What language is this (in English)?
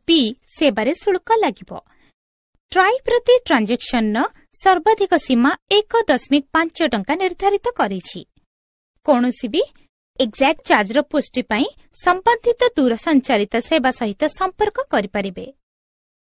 Odia